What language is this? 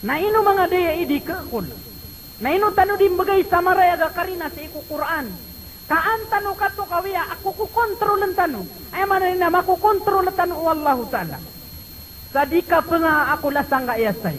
Maranao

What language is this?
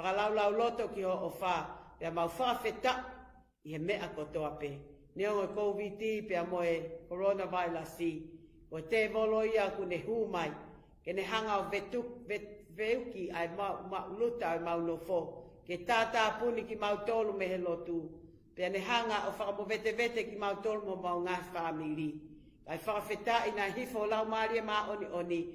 Tongan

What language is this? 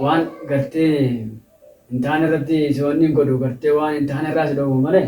Oromo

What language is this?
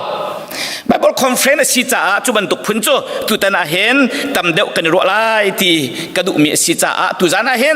Hakha Chin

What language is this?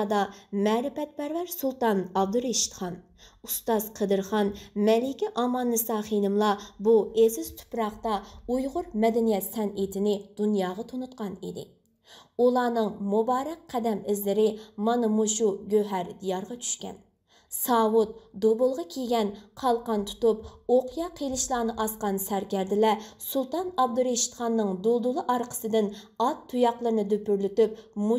Uyghur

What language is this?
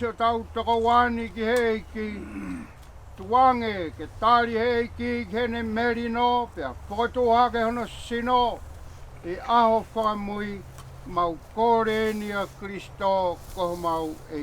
Tongan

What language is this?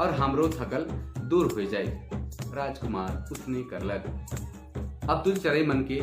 Sadri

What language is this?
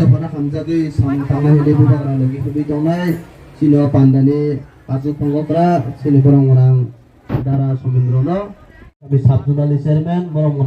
Kok Borok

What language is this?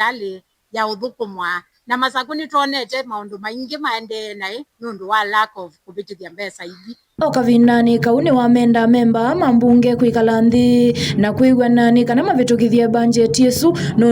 Kamba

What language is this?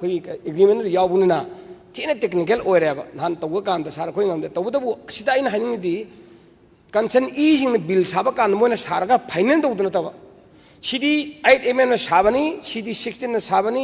Manipuri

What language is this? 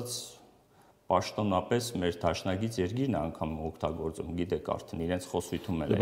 Armenian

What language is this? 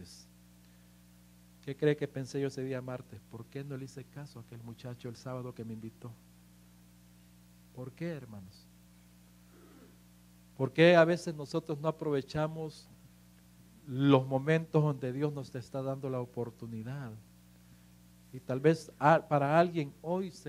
Spanish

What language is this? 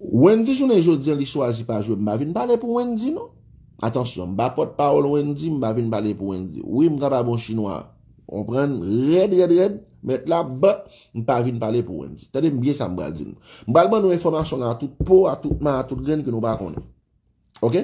Haitian Creole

